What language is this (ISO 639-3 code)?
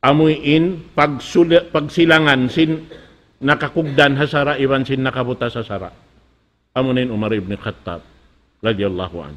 tsg